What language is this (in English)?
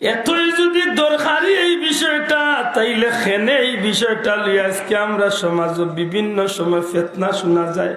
Sylheti